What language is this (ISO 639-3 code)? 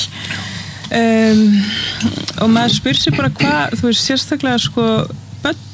isl